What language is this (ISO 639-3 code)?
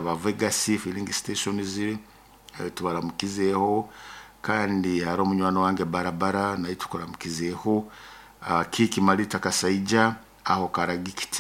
nyo